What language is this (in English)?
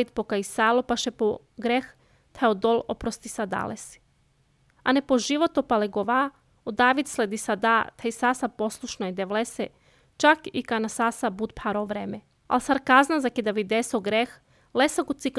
Serbian